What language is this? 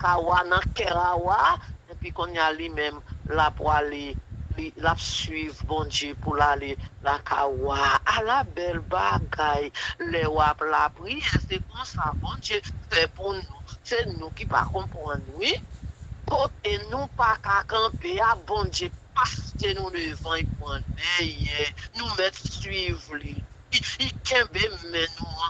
Haitian Creole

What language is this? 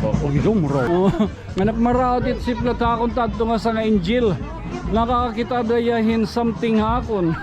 Waray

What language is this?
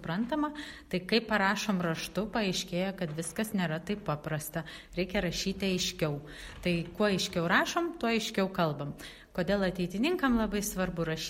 Lithuanian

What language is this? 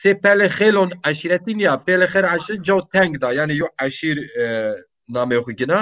Zaza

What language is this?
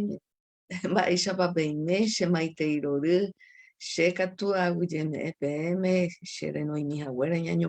Guarani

